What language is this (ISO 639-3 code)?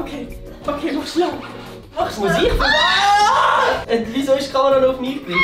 gsw